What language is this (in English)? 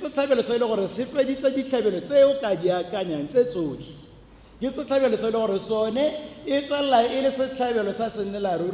Tswana